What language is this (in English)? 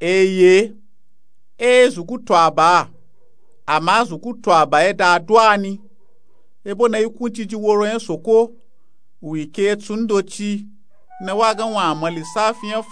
Nupe-Nupe-Tako